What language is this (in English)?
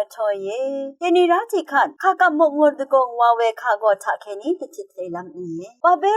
Rawang